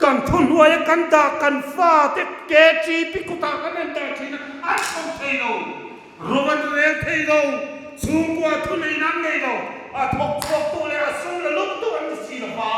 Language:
Hmar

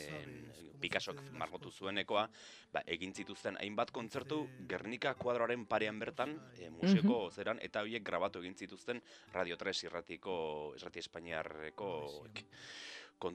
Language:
Basque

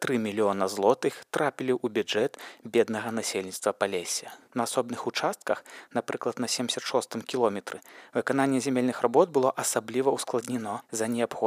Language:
Belarusian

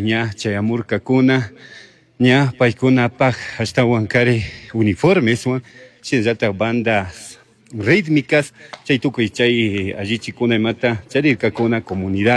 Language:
Chimborazo Highland Quichua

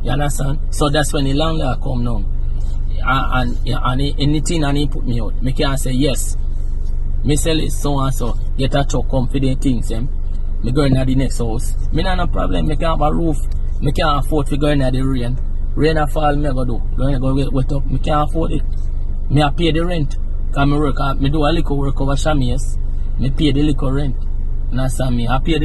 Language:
Jamaican Creole English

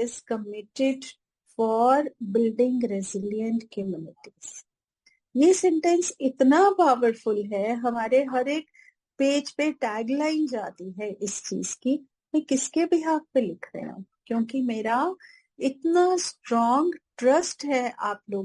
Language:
Hindi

